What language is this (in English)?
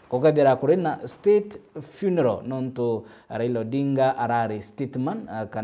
Meru